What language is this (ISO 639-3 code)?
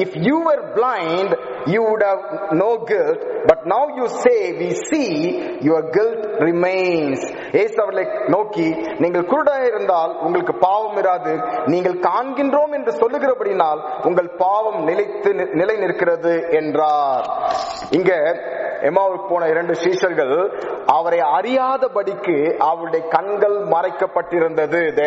tam